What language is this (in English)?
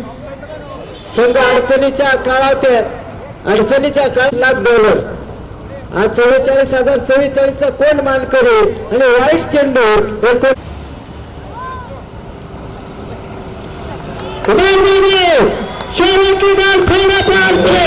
Marathi